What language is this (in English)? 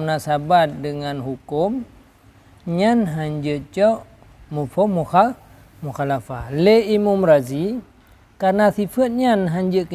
Achinese